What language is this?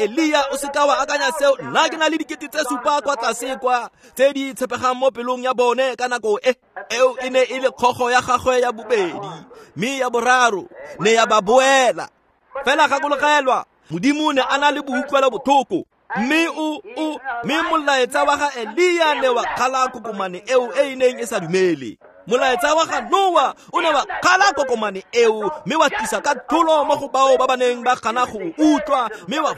Tswana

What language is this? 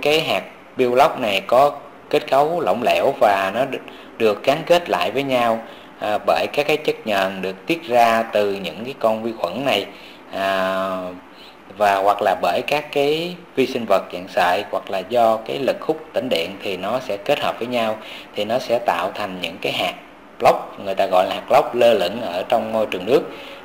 Vietnamese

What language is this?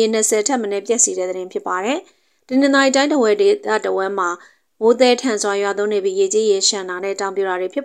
Burmese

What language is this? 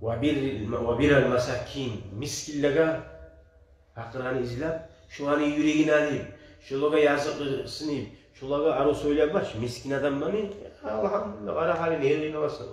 Kumyk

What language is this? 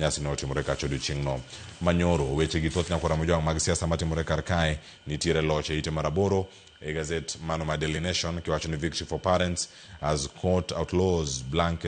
Luo (Kenya and Tanzania)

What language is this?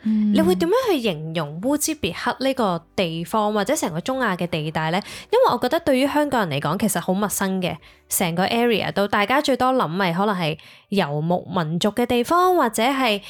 Cantonese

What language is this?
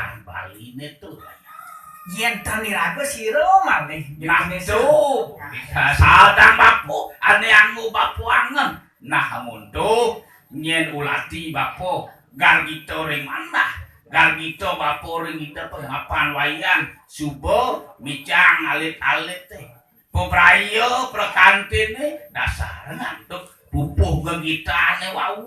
Balinese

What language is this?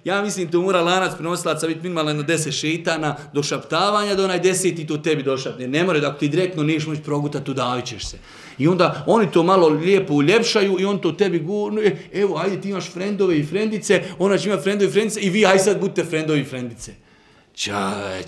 Bosnian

